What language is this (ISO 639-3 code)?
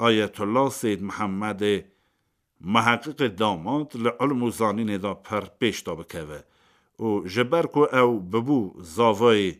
kur